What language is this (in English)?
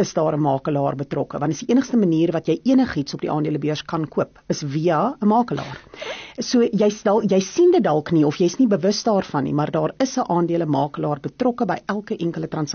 Afrikaans